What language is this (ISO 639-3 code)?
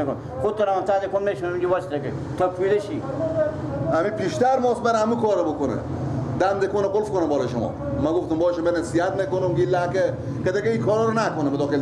fas